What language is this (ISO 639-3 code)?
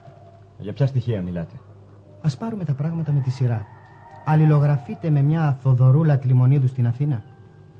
ell